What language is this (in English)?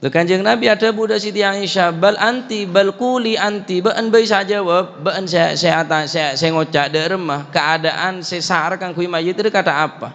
Madurese